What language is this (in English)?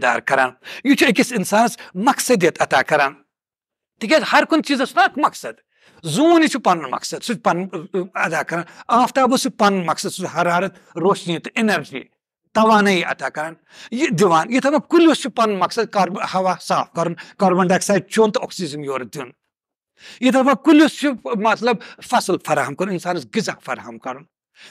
Kashmiri